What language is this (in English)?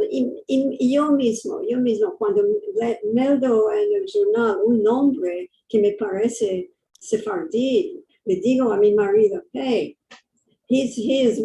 Ladino